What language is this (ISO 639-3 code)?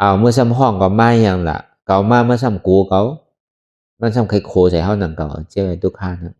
shn